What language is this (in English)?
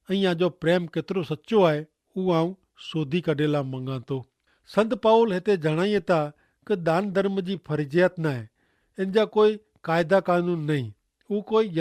Kachhi